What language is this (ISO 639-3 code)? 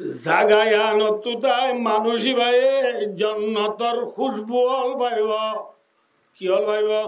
rhg